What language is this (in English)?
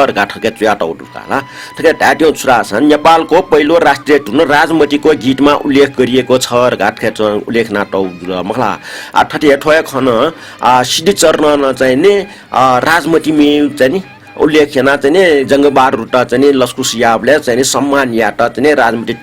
Newari